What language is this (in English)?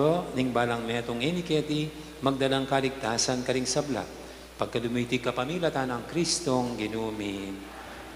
Pampanga